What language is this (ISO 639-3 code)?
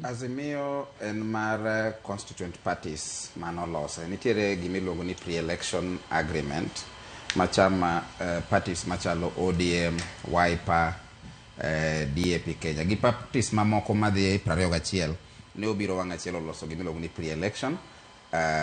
luo